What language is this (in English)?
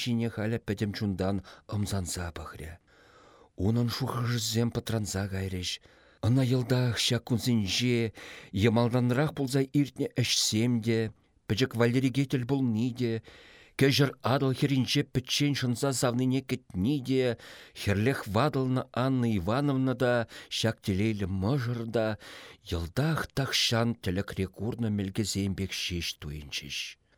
Chuvash